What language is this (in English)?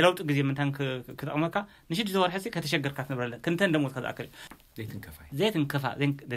Tigrinya